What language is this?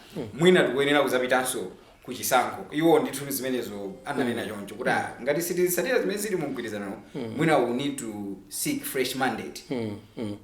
Nyanja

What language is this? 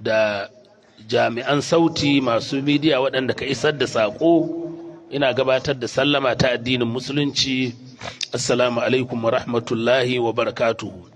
Hausa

